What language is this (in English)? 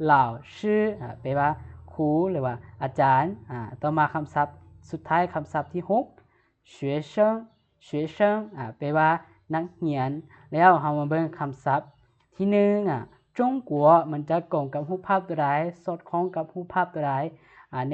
Lao